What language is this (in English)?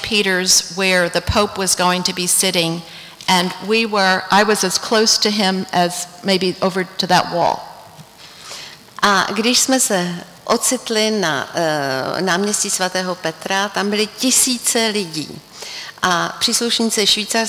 Czech